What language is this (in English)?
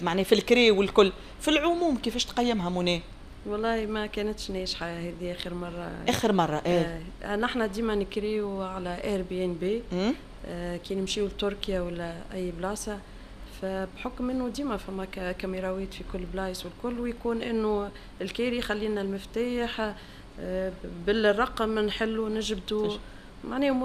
Tunisian Arabic